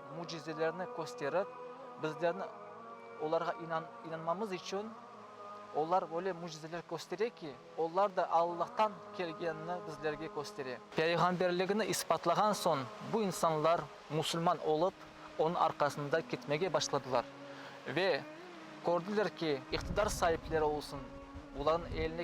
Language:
Crimean Tatar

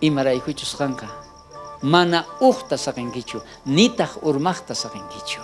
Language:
South Bolivian Quechua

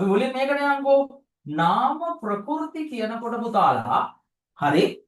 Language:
Sinhala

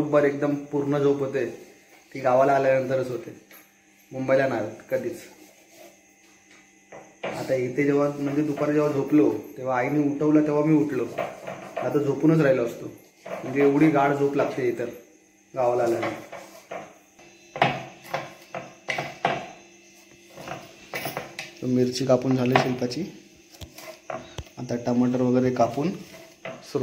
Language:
Marathi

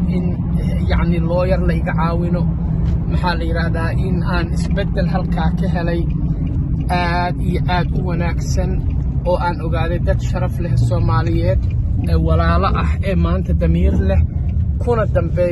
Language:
Somali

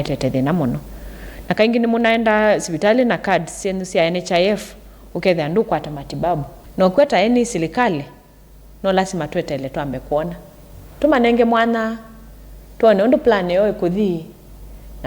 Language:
Kamba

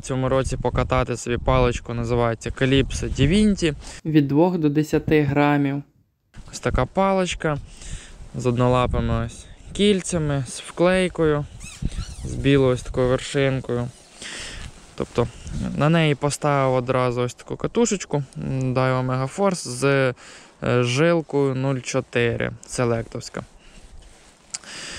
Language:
Ukrainian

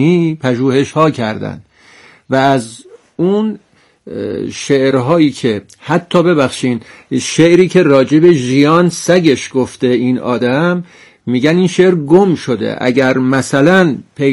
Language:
Persian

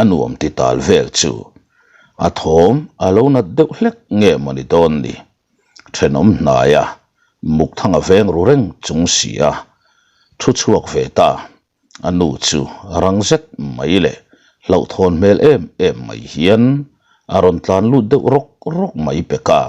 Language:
Mizo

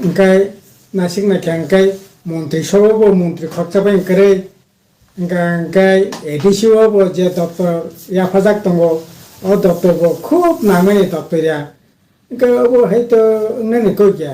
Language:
Riang (India)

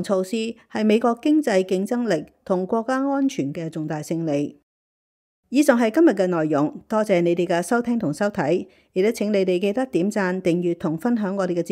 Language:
Cantonese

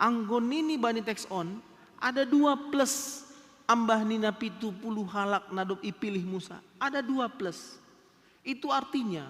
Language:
Batak Simalungun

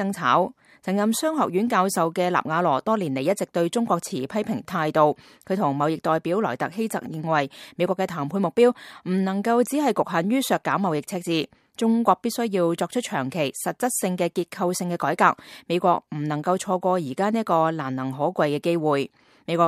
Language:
Cantonese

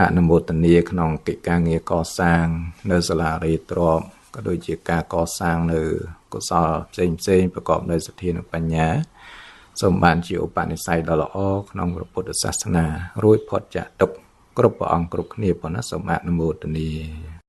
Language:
Khmer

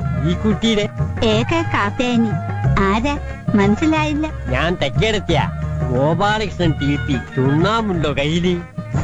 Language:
Malayalam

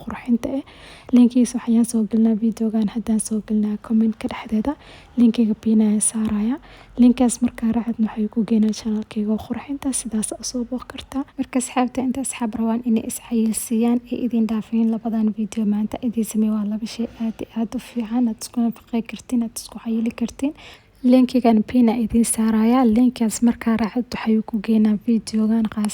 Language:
Somali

